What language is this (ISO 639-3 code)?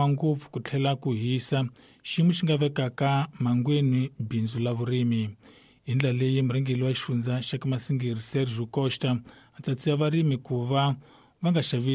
tso